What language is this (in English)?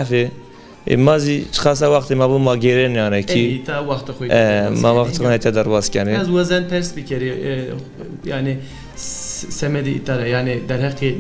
Zaza